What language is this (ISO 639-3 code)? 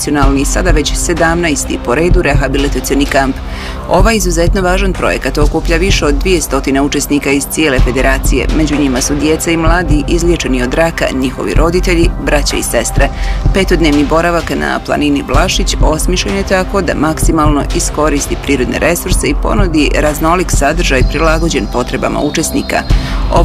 bos